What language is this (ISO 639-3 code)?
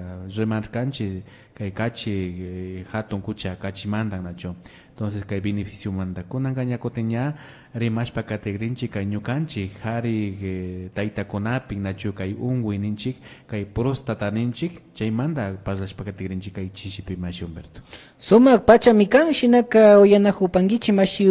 qvi